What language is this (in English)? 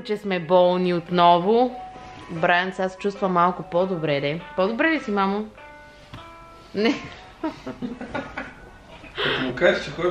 Bulgarian